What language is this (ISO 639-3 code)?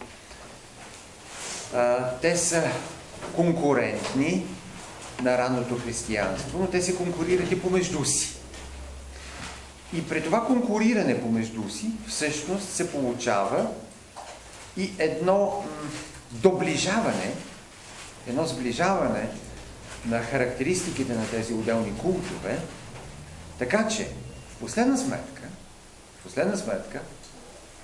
bul